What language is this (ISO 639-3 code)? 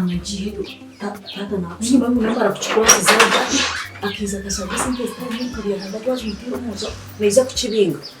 nyn